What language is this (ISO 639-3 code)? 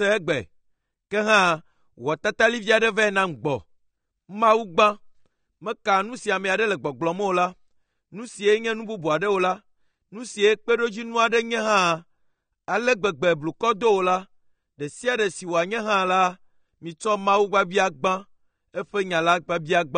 ewe